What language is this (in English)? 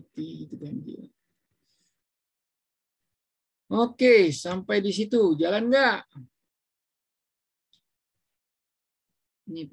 Indonesian